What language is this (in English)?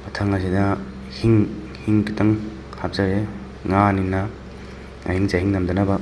Manipuri